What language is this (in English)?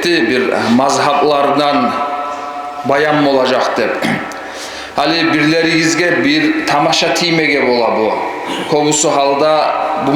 Kumyk